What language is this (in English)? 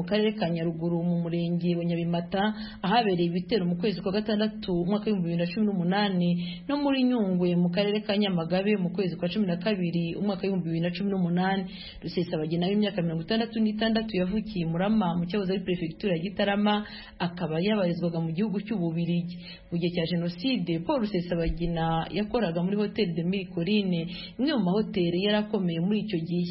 Kinyarwanda